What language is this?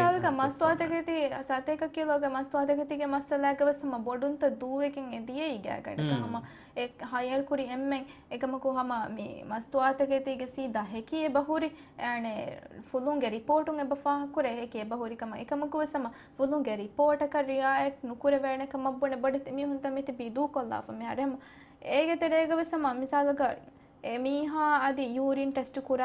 Divehi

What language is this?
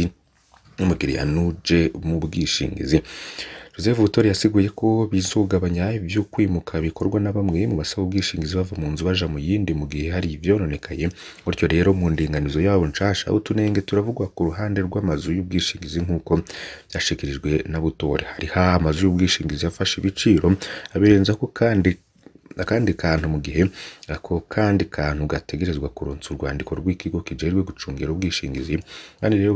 Rundi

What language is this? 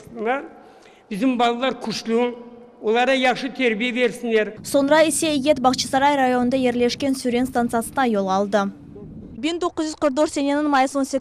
Crimean Tatar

